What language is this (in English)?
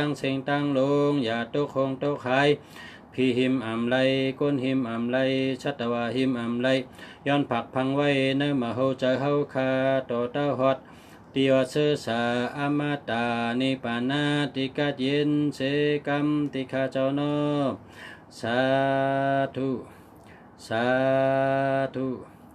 Shan